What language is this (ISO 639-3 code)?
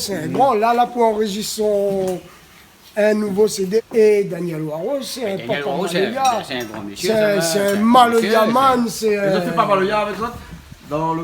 rcf